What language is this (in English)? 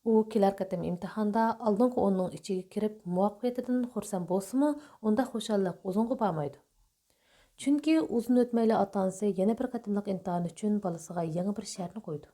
Uyghur